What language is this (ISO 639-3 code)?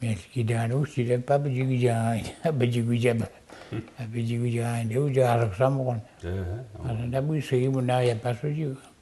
mic